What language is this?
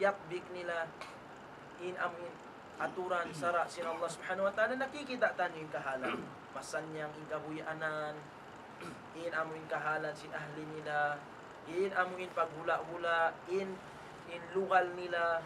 Tausug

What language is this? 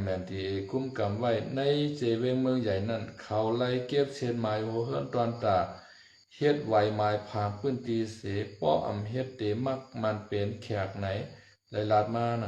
Shan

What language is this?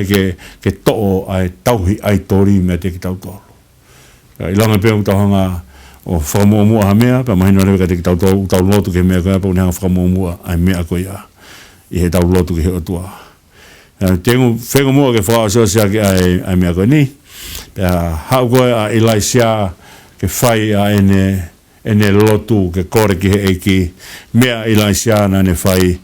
Tongan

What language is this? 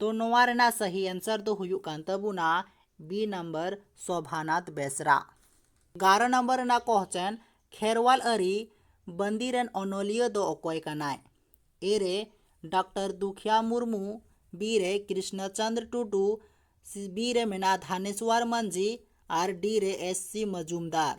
Santali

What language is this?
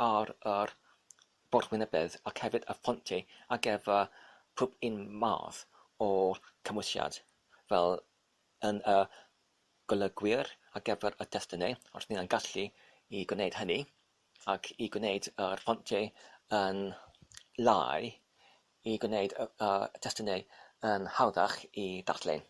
Welsh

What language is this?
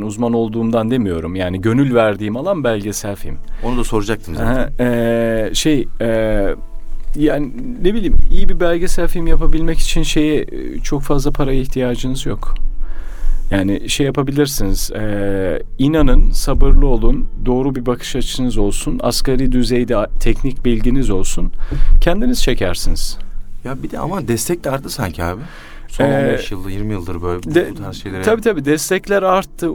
Turkish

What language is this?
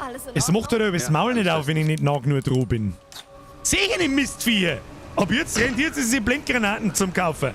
Bavarian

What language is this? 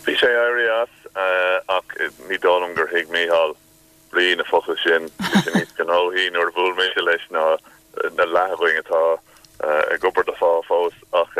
Irish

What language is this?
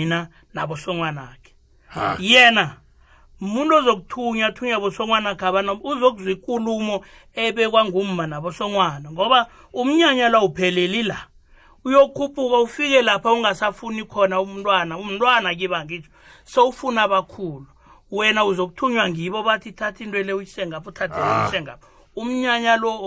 South Ndebele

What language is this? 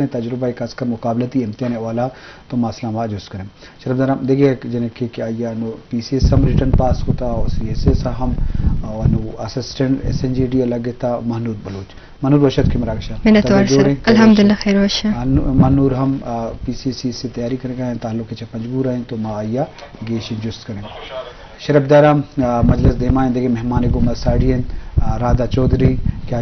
Eastern Balochi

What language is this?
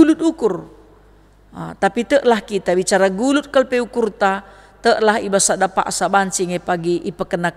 Batak Karo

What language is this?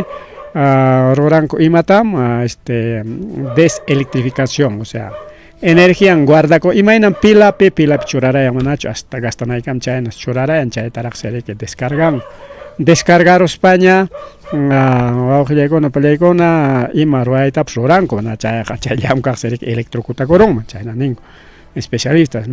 Ayacucho Quechua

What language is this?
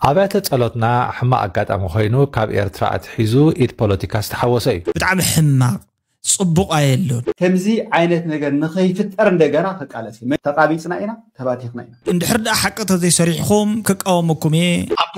Tigrinya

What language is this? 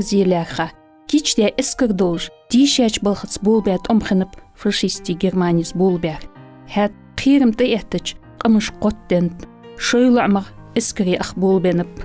Ingush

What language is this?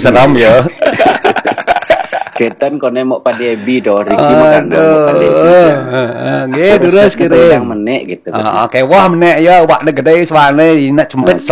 Balinese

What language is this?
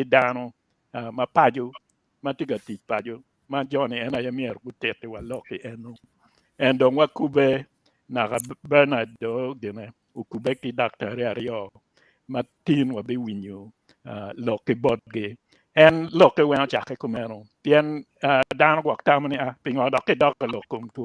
Acoli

